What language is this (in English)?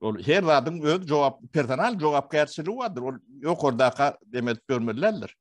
Turkmen